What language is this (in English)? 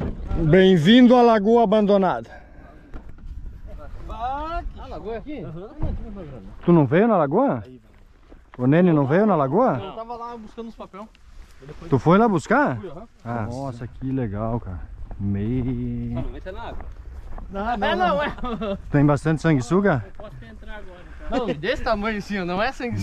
Portuguese